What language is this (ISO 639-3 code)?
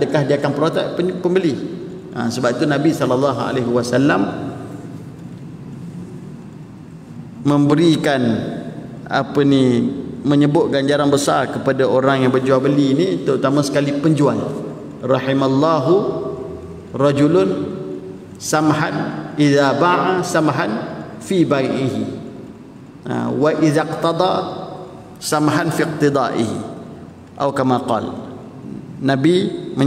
msa